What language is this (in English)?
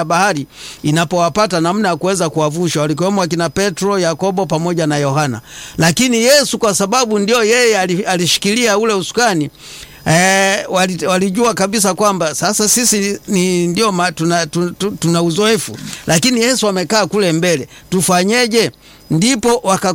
Swahili